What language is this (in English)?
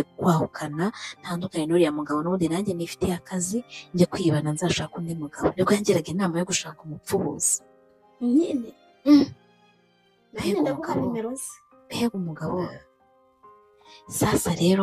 Kinyarwanda